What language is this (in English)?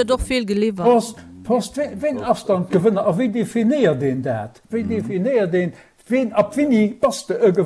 Luxembourgish